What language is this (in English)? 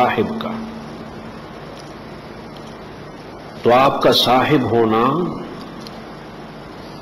Urdu